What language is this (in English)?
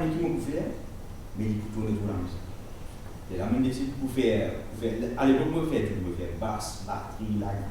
Morisyen